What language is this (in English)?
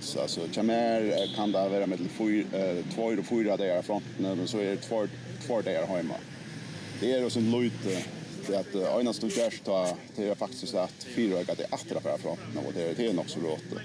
Faroese